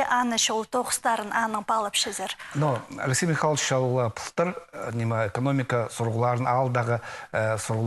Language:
Khakas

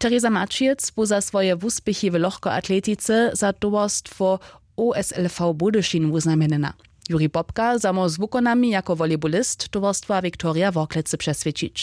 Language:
Upper Sorbian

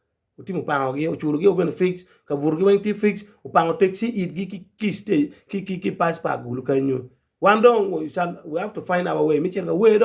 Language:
Acoli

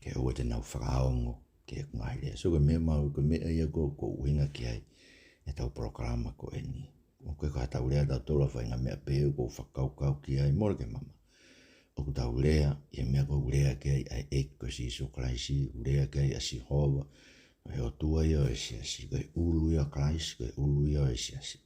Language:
Tongan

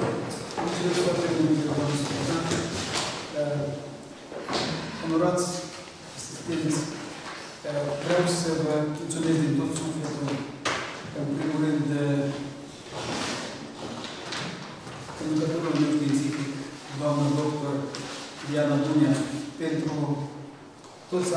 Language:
Romanian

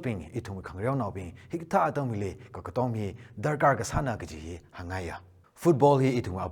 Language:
Tangkhul Naga (India)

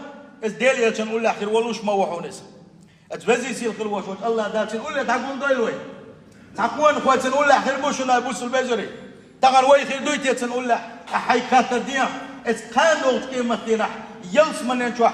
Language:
Chechen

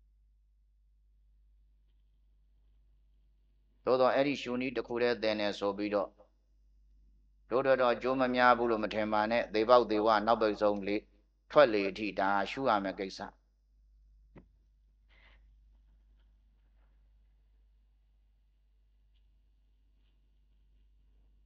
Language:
Burmese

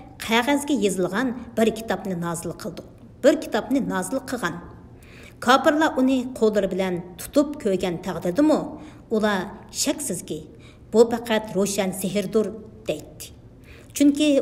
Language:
Uyghur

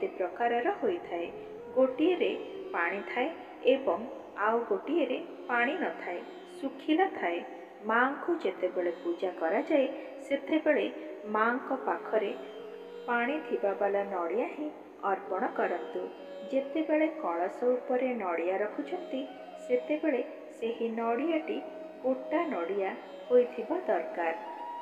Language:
Odia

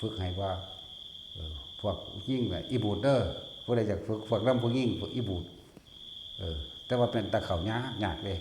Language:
Northeastern Thai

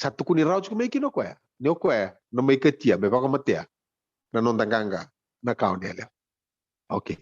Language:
Fijian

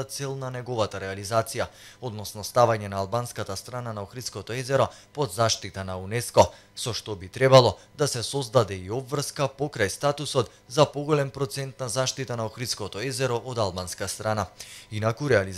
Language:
Macedonian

